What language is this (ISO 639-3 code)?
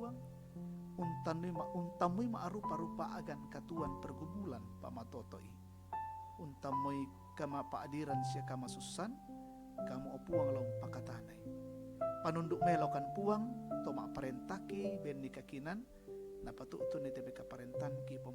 sda